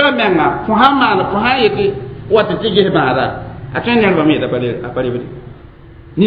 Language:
Mossi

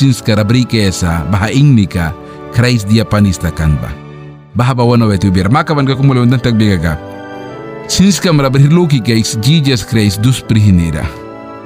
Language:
Mískito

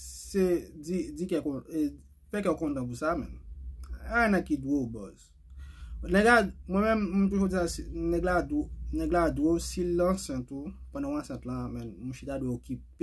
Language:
Haitian Creole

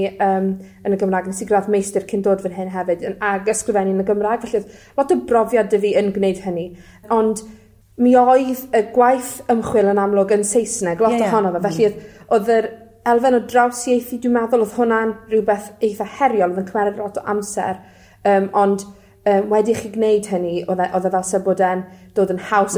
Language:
Welsh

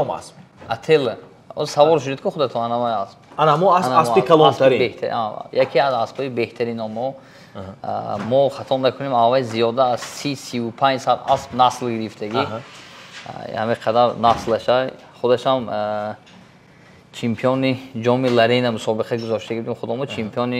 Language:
Tajik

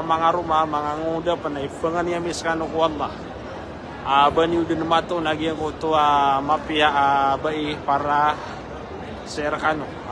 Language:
Maranao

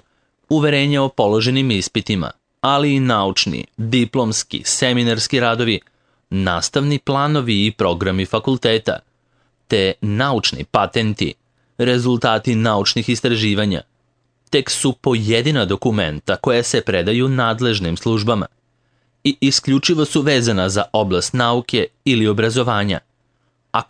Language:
Serbian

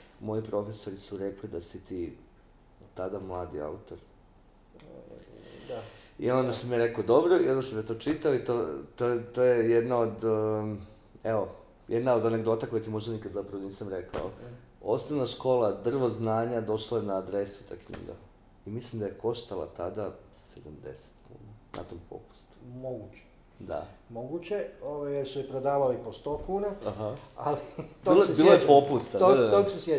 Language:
Croatian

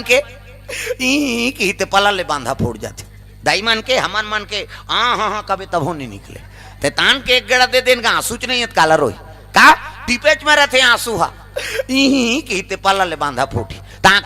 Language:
Chhattisgarhi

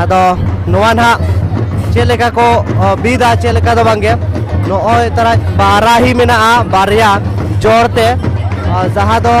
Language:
Santali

